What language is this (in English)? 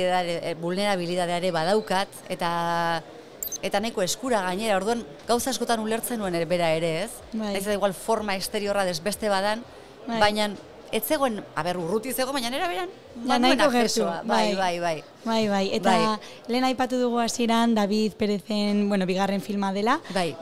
Basque